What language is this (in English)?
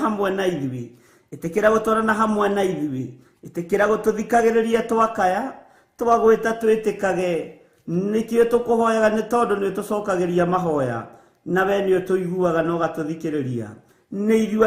Kikuyu